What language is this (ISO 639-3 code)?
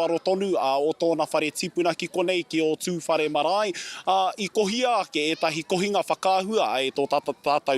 mri